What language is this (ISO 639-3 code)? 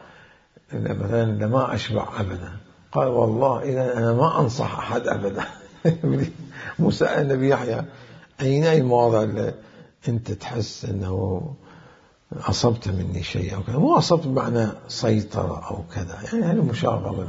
acm